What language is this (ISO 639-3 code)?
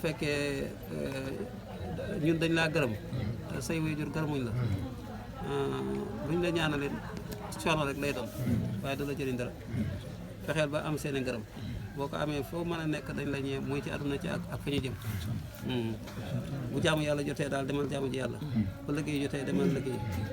wol